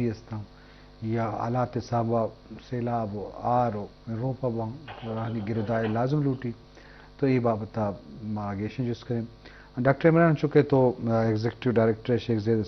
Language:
Eastern Balochi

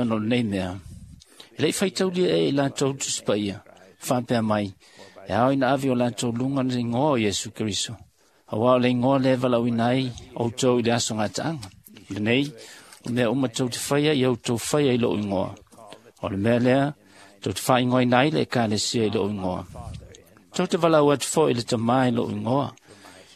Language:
Samoan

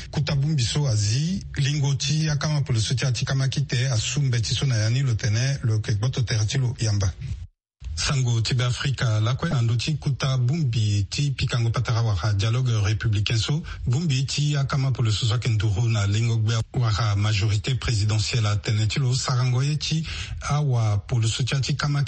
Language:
Sango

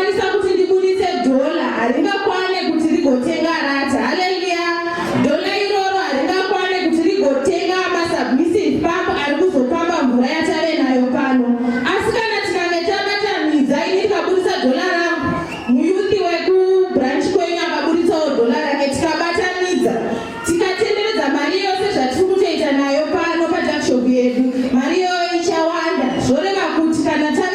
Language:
Shona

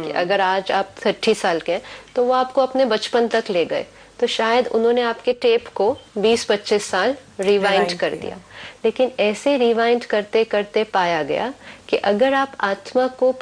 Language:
Hindi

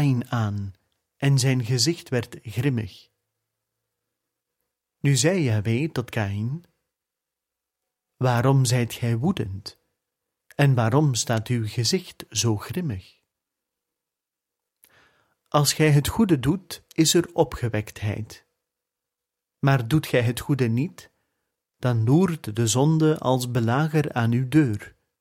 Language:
Dutch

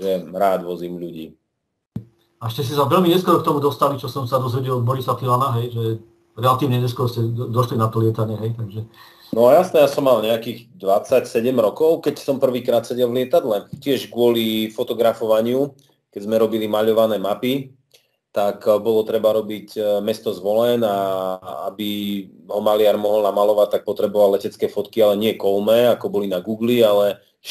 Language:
Slovak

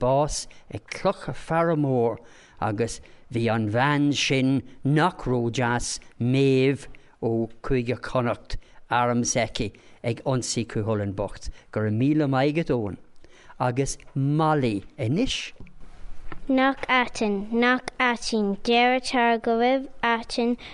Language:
Irish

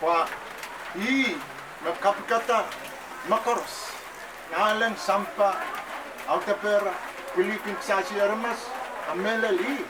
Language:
Pohnpeian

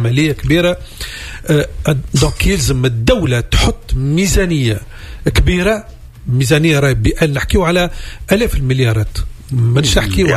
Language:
Tunisian Arabic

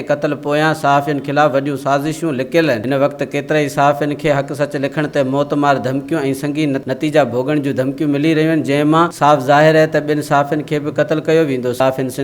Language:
Sindhi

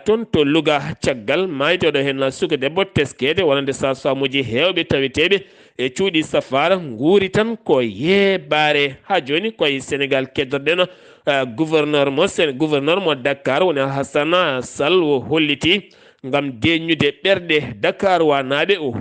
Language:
Fula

